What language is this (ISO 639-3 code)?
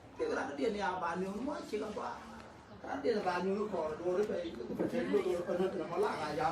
nus